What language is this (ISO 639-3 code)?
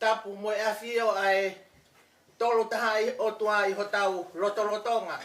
ton